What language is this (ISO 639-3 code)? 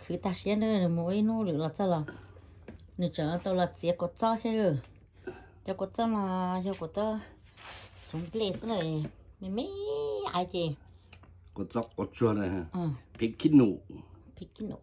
hmn